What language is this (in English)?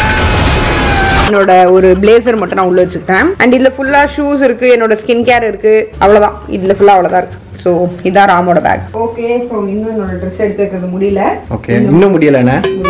Tamil